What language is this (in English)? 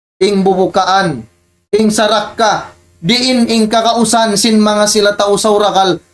Tausug